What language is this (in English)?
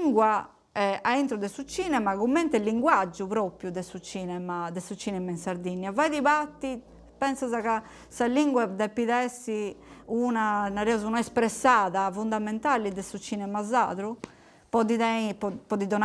Sardinian